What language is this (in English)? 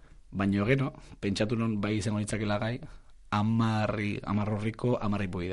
Basque